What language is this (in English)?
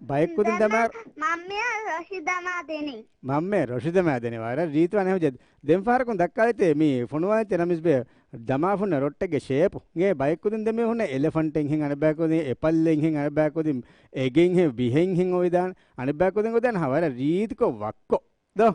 Divehi